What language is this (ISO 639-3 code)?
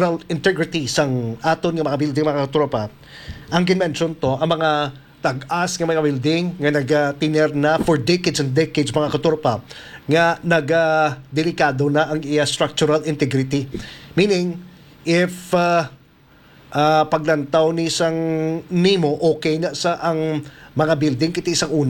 hil